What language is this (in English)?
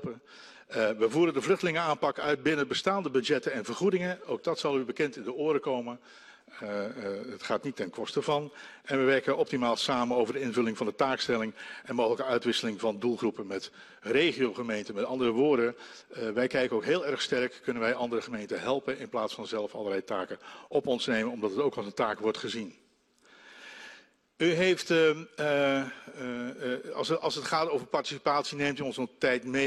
Dutch